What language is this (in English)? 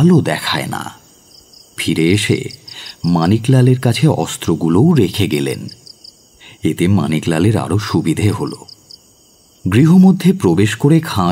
Bangla